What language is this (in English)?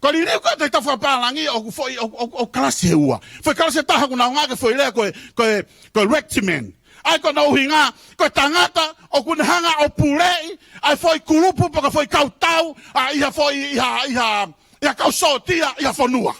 Tongan